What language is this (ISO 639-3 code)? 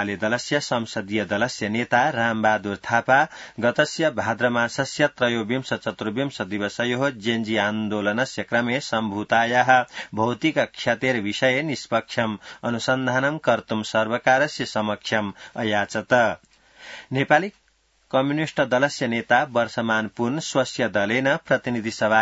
san